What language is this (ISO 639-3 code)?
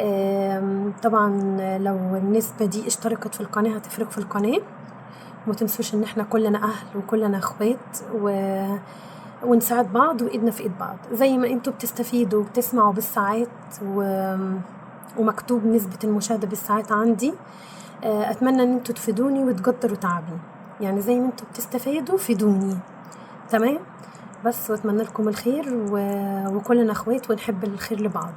arz